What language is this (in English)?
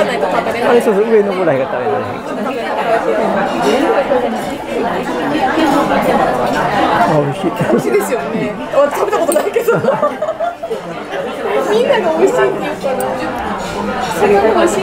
Japanese